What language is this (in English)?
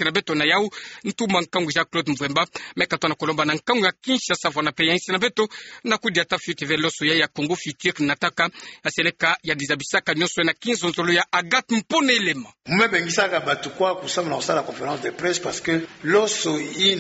Kituba (Democratic Republic of Congo)